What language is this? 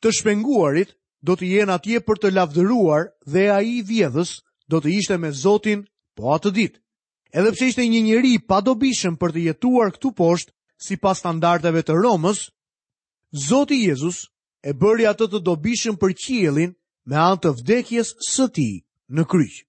Albanian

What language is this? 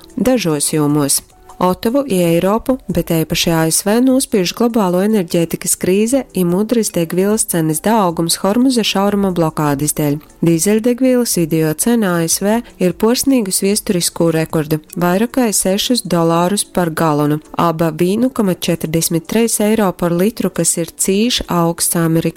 Latgalian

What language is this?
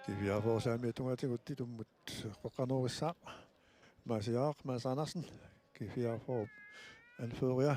Kalaallisut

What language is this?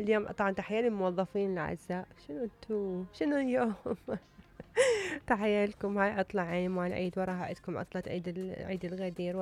Mesopotamian Arabic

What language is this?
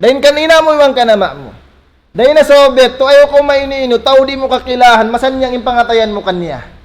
Tausug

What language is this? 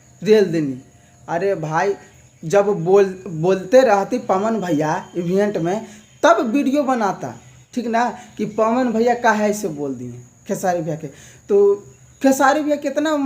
Bhojpuri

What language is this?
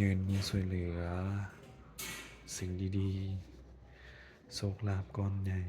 Lao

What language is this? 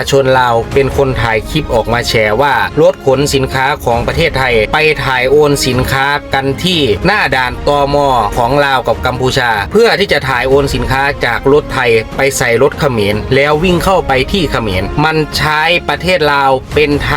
Lao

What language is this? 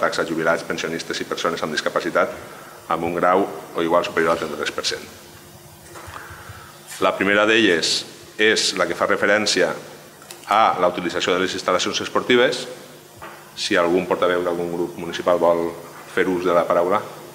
Catalan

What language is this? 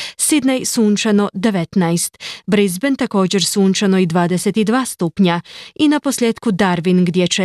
Croatian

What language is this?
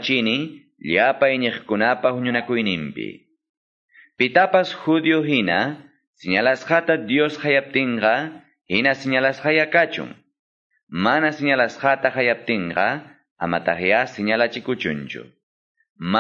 Quechua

